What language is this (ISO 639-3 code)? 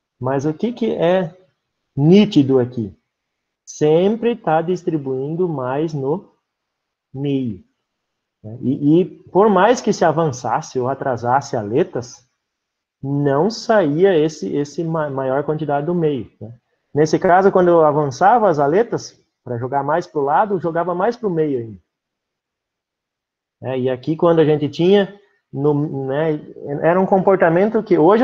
por